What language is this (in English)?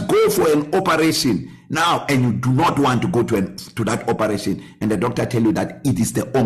English